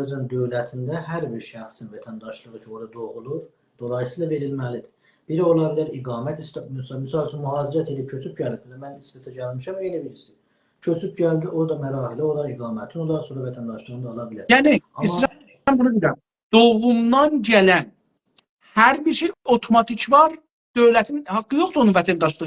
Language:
South Azerbaijani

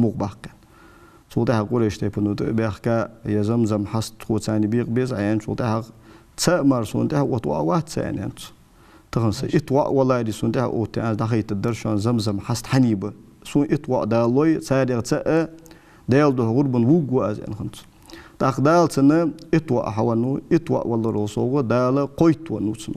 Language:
Ingush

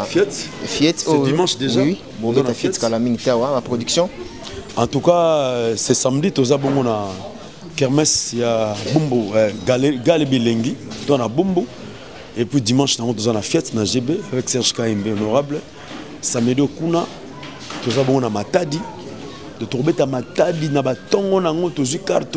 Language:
Lingala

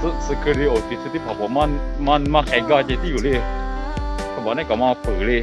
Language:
Lahu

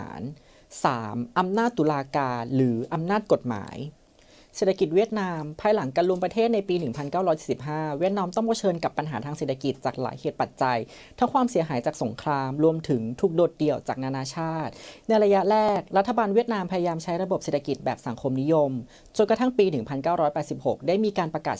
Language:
Thai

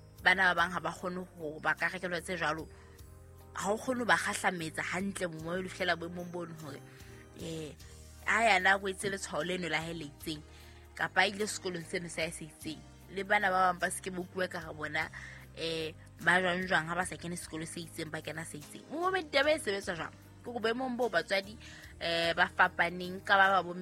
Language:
Southern Sotho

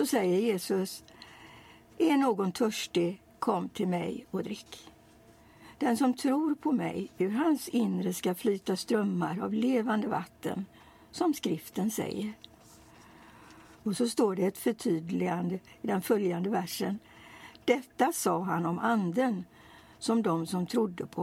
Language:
Swedish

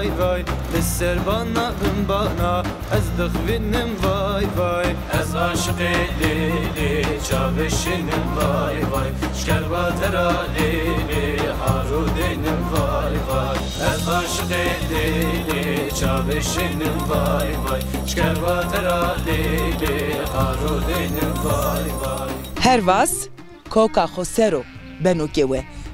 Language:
Zaza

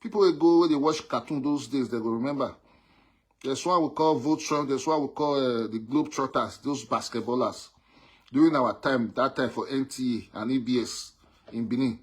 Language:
Nigerian Pidgin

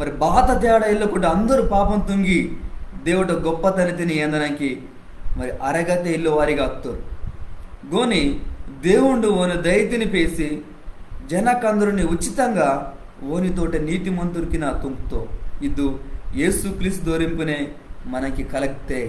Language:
Koya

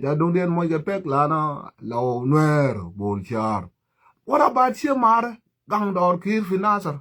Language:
Nuer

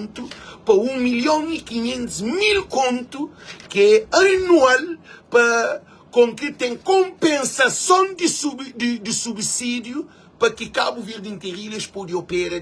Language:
Kabuverdianu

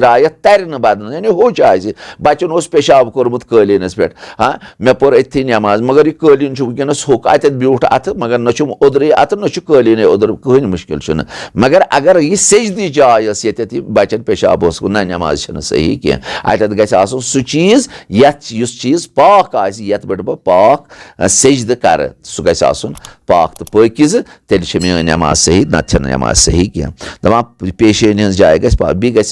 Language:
Kashmiri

